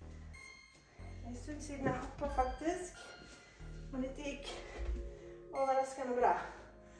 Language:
Norwegian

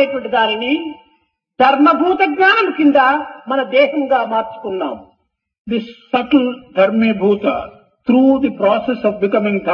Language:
Telugu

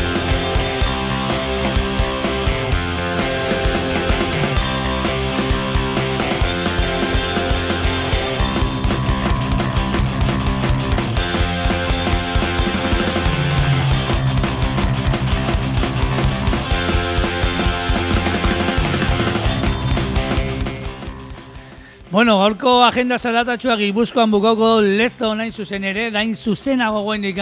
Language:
Basque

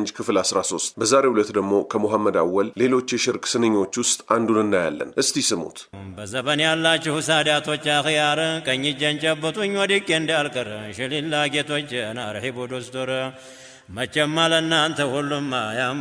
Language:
Amharic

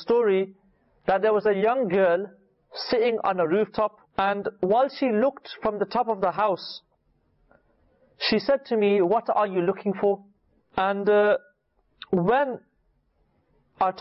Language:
English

